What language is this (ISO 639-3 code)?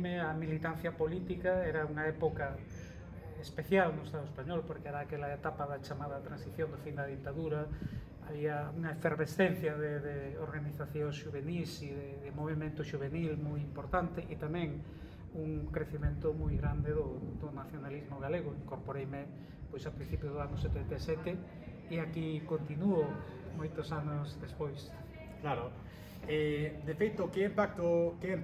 glg